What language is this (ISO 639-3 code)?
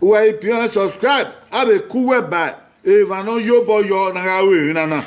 bin